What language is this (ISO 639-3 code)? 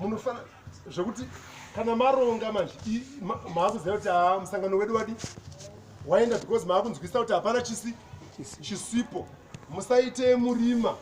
sna